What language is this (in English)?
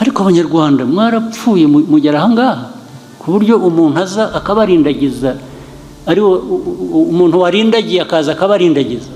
Kinyarwanda